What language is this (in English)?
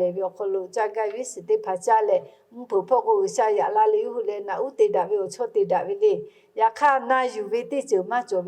Lahu